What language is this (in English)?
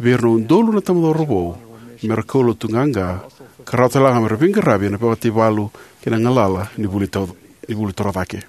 Fijian